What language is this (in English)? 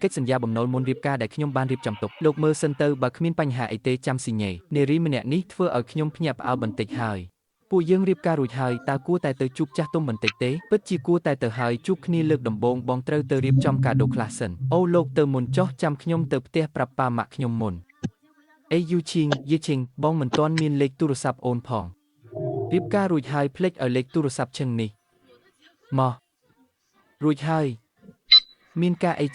Khmer